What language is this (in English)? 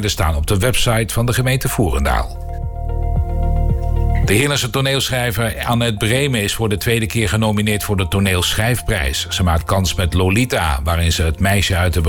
Dutch